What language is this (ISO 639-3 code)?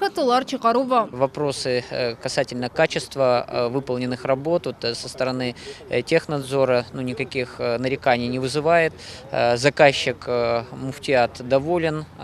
crh